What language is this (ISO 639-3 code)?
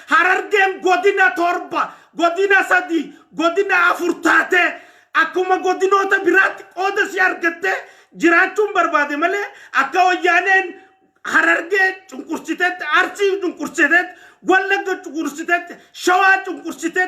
orm